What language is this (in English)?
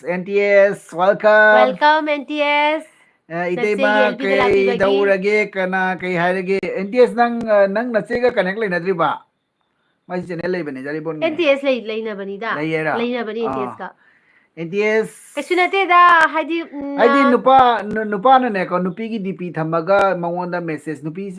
Manipuri